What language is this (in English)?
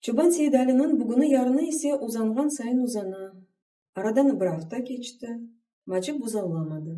Crimean Tatar